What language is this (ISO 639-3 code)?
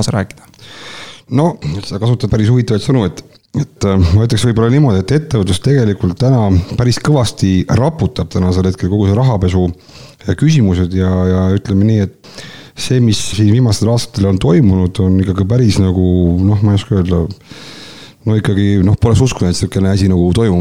est